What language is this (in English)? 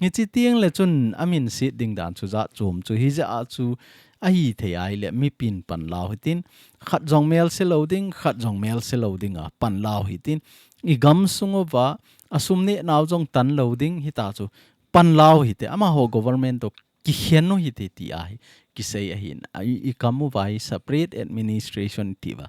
Thado Chin